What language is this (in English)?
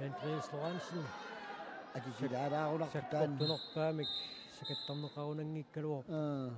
Kalaallisut